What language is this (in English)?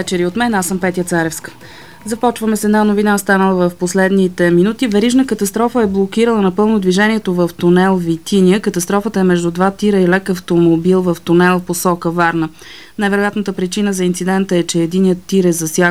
Bulgarian